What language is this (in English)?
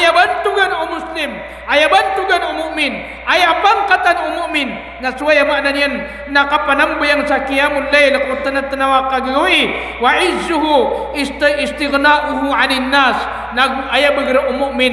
Maranao